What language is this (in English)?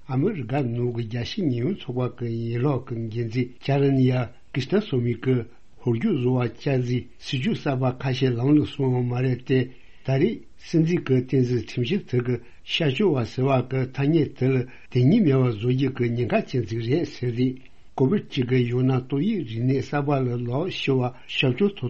Tibetan